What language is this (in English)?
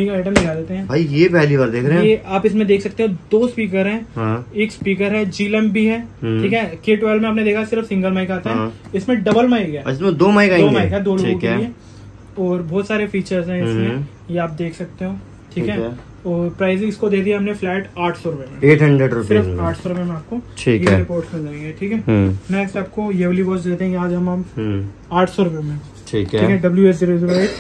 Hindi